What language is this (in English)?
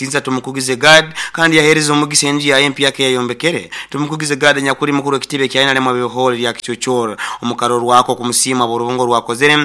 Nyoro